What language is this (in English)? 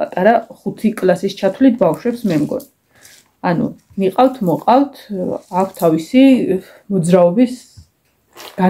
Georgian